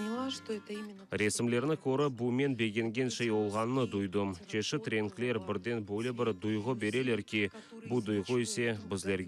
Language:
Crimean Tatar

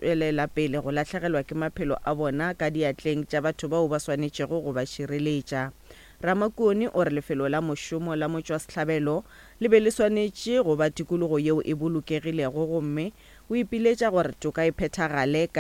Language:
Northern Sotho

